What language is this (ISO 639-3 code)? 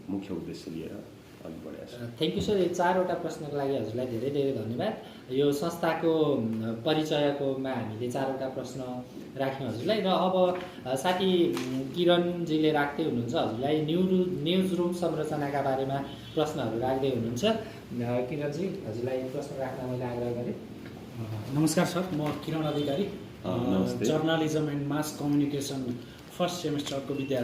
nep